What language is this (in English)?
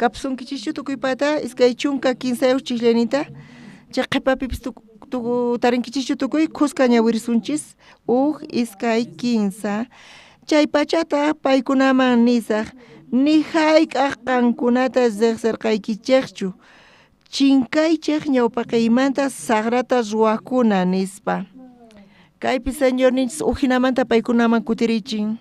South Bolivian Quechua